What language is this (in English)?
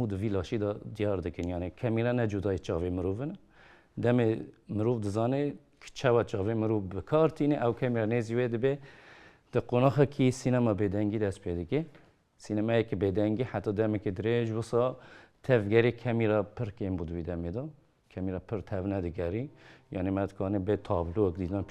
Kurdish